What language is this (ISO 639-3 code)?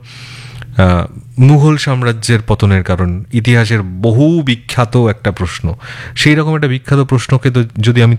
ben